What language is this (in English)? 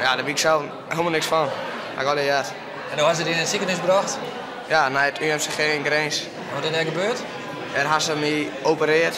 Western Frisian